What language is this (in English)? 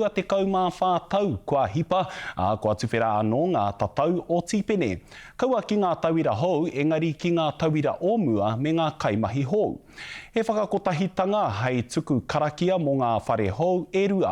Māori